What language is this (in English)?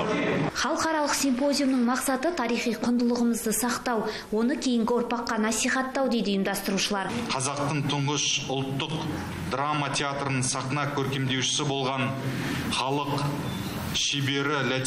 Kazakh